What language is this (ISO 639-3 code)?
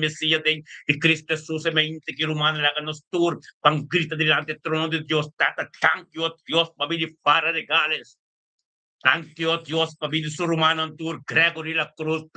pap